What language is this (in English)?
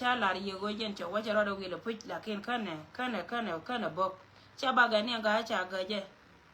Nuer